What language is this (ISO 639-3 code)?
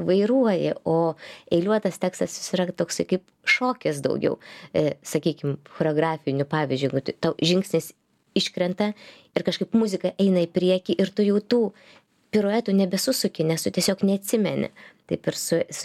lit